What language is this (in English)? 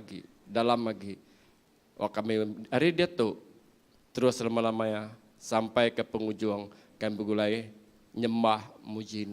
Iban